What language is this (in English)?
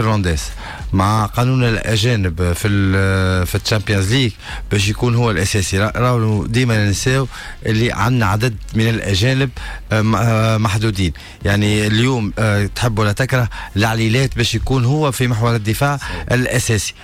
Tunisian Arabic